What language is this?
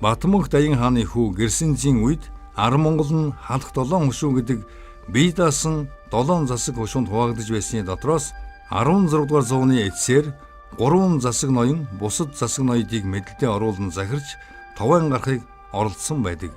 Mongolian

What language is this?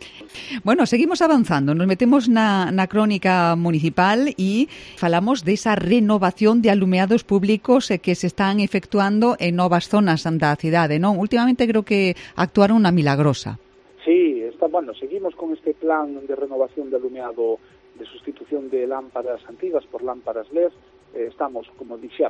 Galician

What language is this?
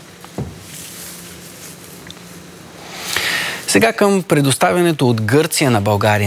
Bulgarian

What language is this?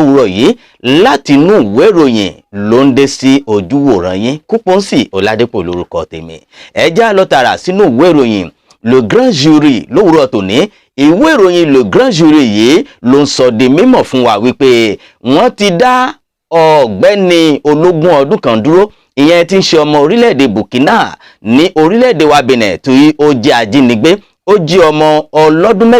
Yoruba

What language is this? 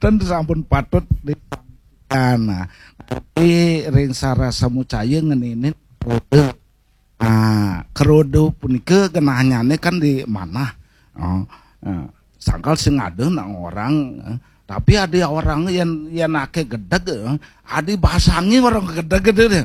Balinese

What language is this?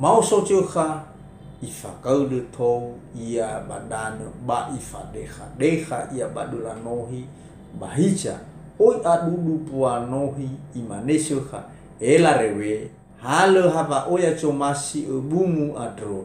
Nias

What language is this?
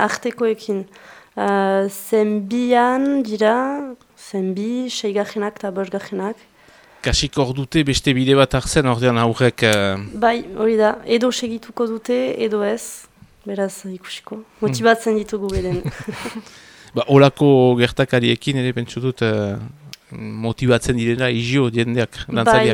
Basque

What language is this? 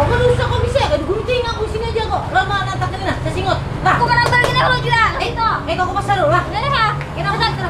Banjar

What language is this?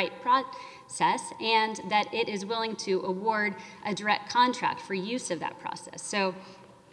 English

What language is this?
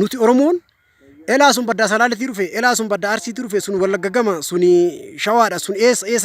Oromo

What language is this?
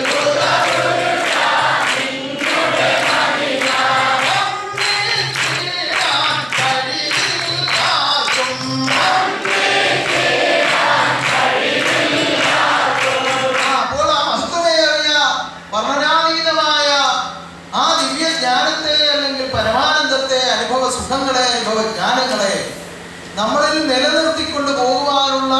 Malayalam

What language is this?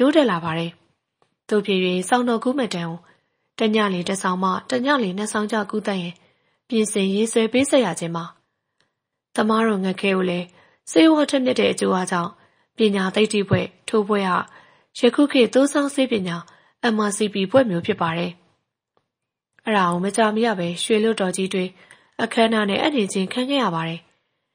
Burmese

